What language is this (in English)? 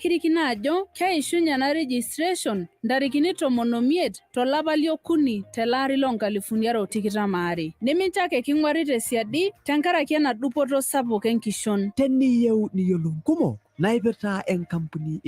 Masai